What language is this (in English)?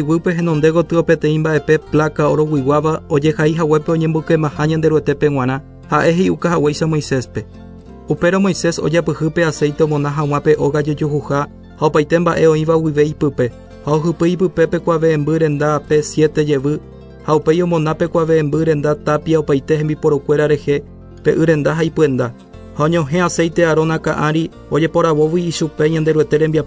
Guarani